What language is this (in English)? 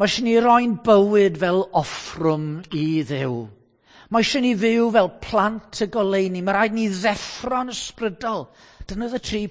Welsh